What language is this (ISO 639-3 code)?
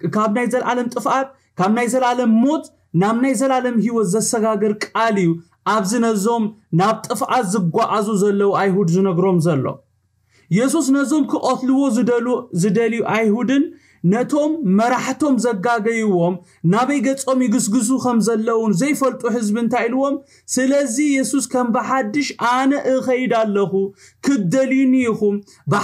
tir